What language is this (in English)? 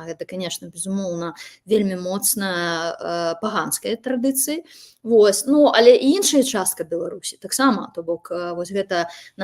Belarusian